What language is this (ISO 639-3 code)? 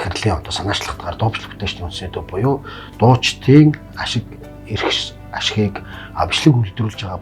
mon